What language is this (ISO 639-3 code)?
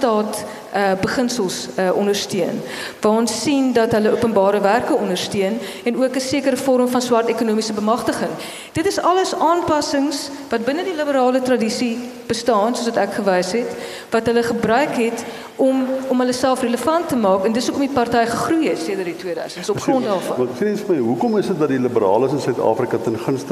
afr